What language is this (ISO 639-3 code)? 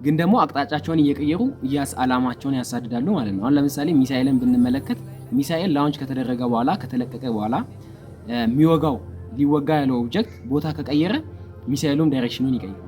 amh